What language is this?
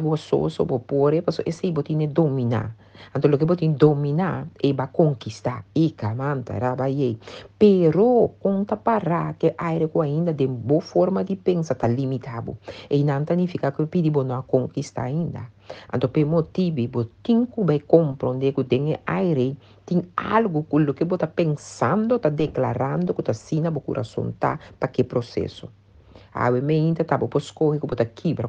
Papiamento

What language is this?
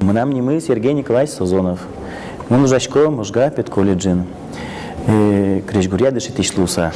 Udmurt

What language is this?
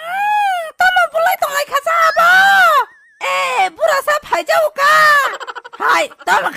Kok Borok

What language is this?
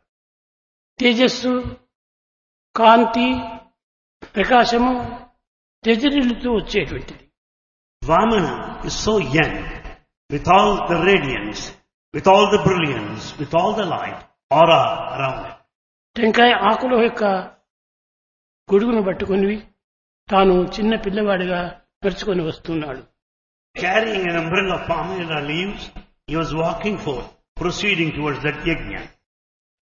Telugu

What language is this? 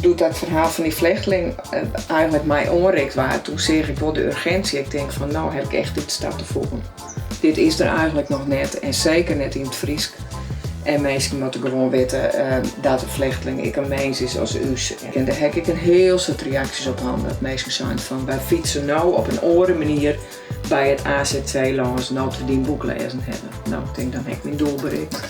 Western Frisian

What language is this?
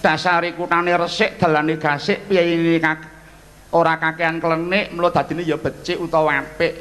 Javanese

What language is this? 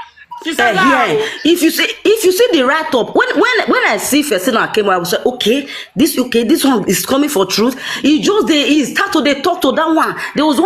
Nigerian Pidgin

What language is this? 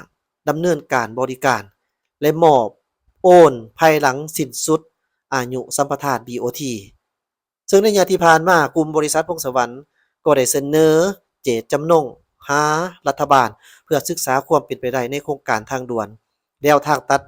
Lao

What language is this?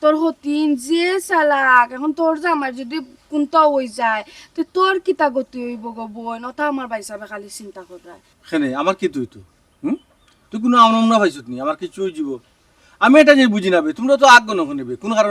Sylheti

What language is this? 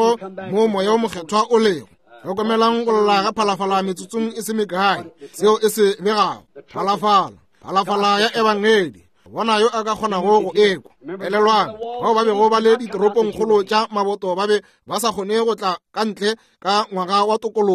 Northern Sotho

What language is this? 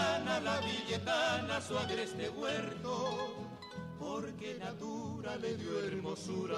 Guarani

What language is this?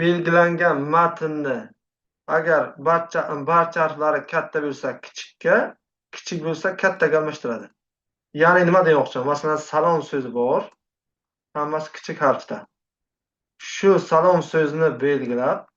Uzbek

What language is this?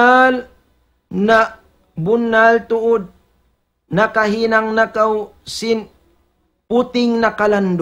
Tausug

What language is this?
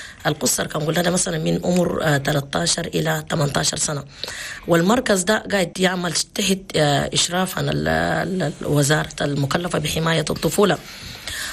Chadian Arabic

